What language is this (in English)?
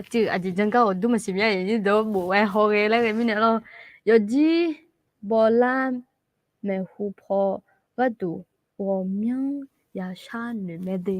Akha